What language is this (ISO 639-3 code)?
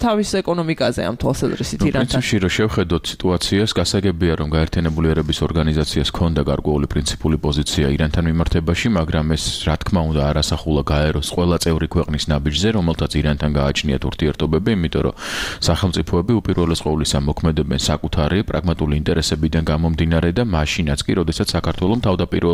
kat